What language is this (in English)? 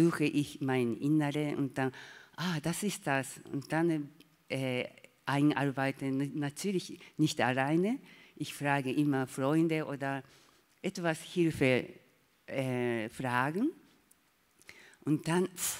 German